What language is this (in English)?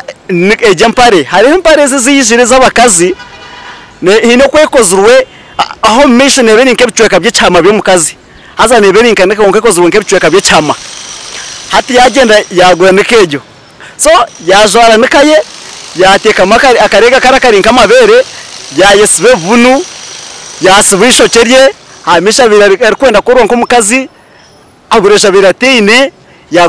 Nyankole